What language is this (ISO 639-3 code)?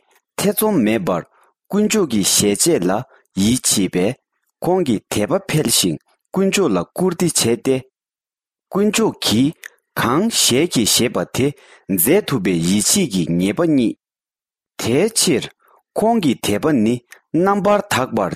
bod